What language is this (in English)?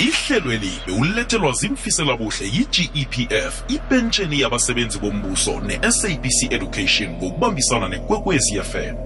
South Ndebele